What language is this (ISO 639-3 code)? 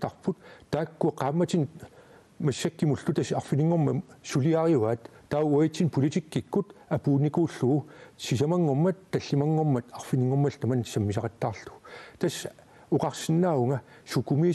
kal